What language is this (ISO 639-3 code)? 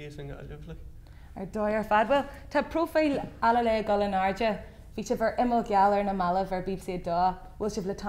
gle